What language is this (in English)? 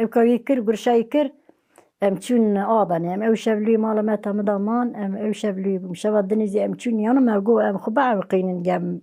Kurdish